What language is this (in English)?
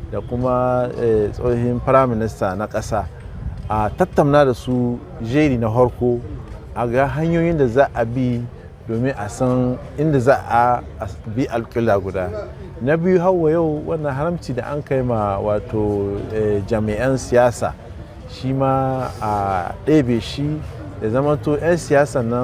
Hausa